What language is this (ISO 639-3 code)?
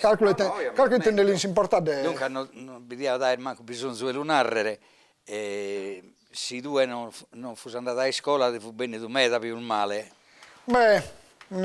srd